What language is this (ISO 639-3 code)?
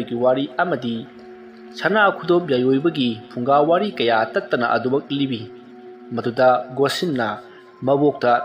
mni